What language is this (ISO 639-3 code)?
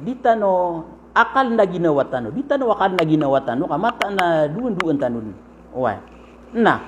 mrw